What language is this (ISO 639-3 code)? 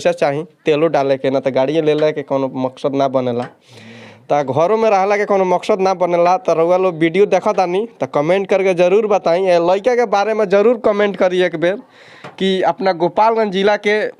bho